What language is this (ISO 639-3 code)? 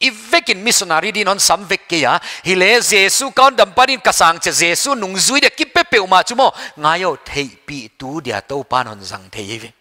pck